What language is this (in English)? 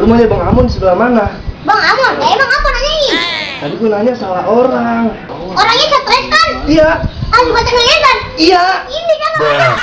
Betawi